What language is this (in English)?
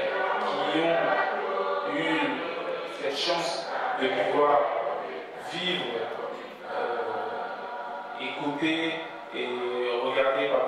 French